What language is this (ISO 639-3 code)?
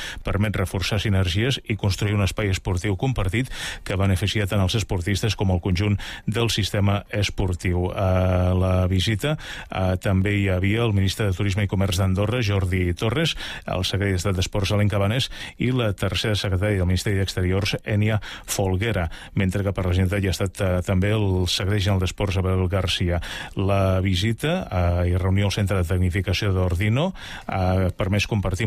cat